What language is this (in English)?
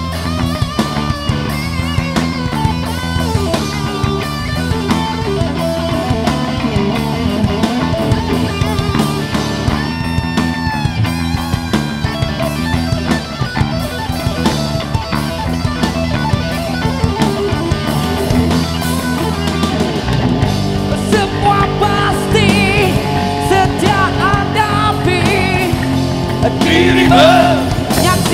Malay